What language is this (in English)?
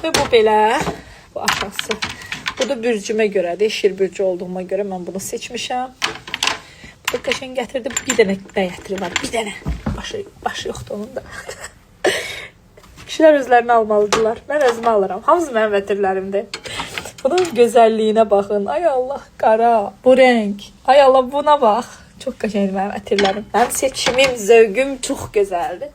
Azerbaijani